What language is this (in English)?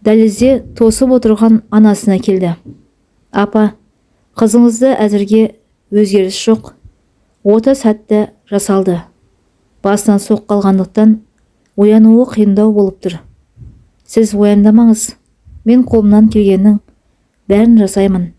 Kazakh